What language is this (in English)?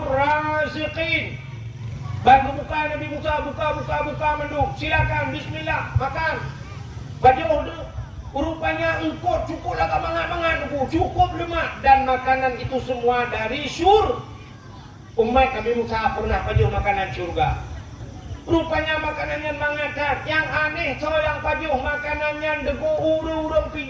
Achinese